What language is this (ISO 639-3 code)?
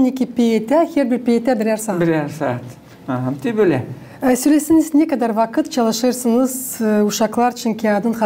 gag